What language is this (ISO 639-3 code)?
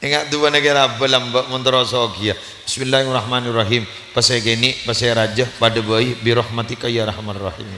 mad